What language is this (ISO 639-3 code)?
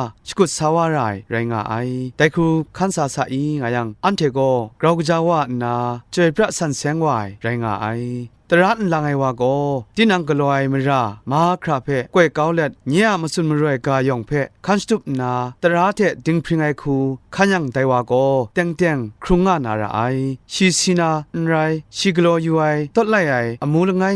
kac